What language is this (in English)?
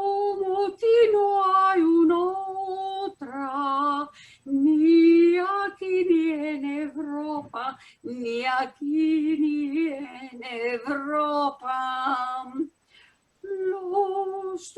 Ladino